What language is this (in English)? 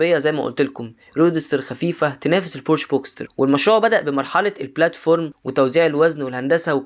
Egyptian Arabic